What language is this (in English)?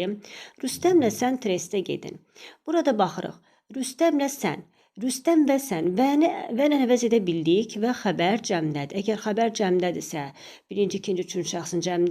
Azerbaijani